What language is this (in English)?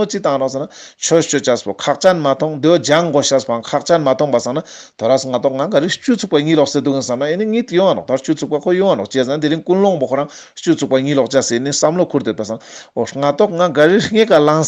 Ladakhi